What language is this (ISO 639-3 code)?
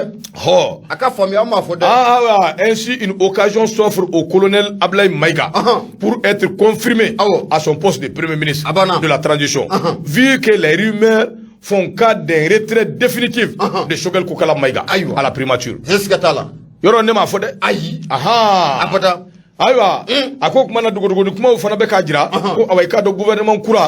bam